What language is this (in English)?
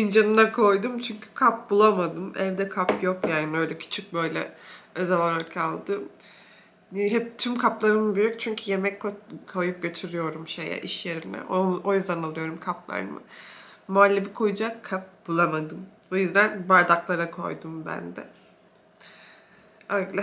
Turkish